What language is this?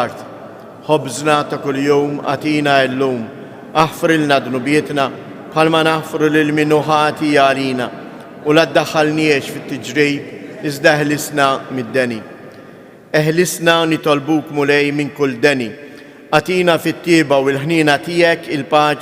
Maltese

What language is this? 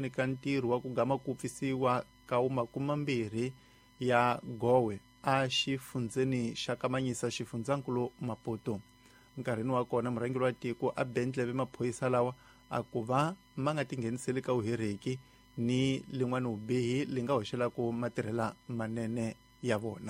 Tsonga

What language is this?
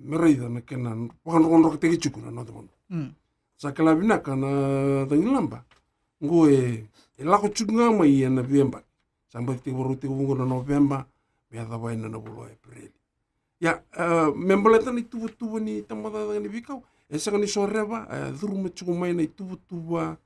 Fijian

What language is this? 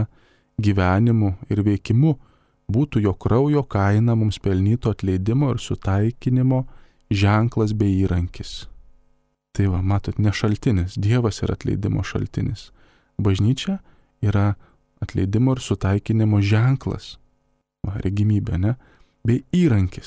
Lithuanian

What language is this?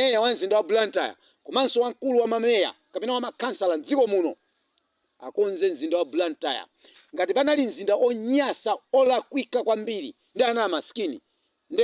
Nyanja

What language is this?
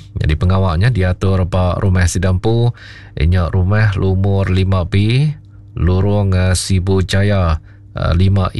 Iban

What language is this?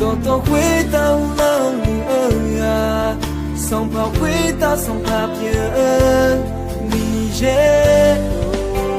Akha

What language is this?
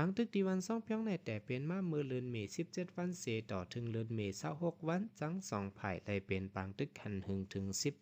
Shan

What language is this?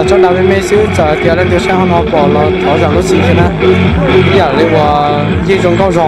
Hmong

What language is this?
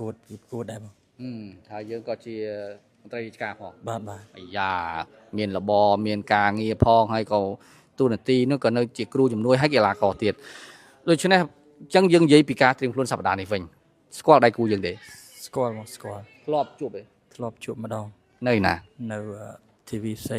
Khmer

